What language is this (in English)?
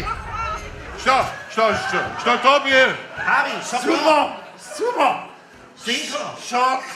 Upper Sorbian